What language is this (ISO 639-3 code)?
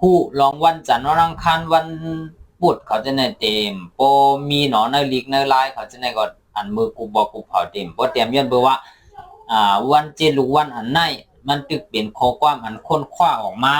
shn